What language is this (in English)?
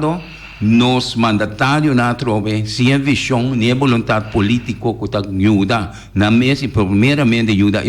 Papiamento